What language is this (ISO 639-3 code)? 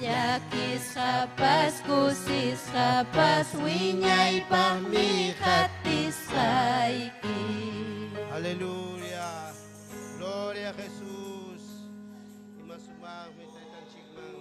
quy